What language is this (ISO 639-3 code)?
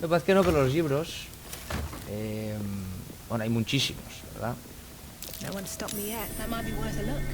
ast